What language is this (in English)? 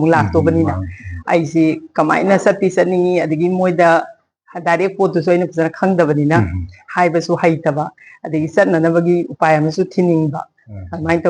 Manipuri